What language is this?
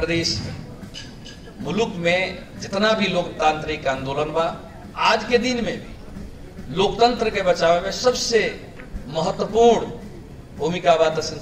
Bhojpuri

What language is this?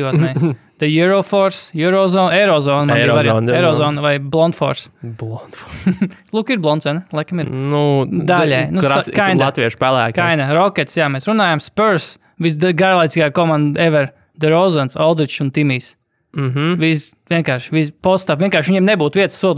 Latvian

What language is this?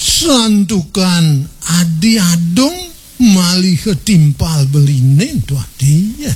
Balinese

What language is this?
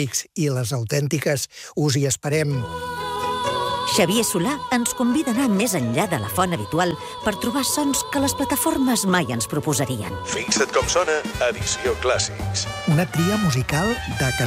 Catalan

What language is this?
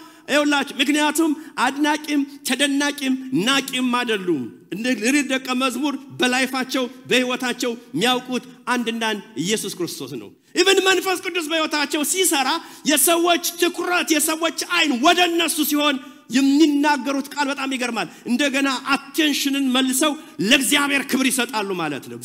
Amharic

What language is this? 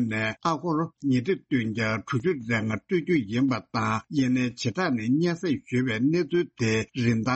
Tibetan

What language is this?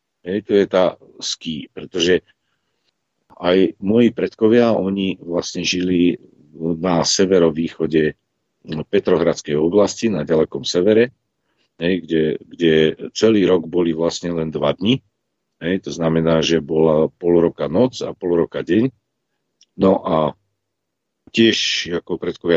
Slovak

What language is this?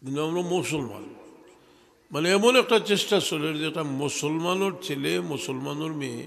Sylheti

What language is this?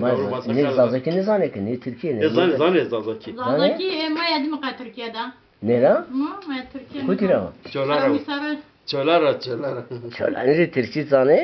Zaza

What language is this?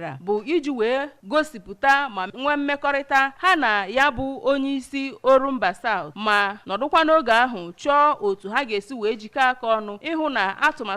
Igbo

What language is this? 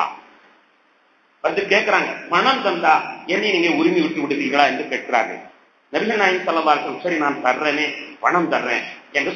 Tamil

